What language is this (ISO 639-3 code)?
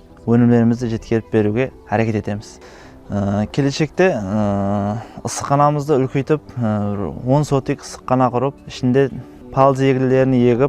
kaa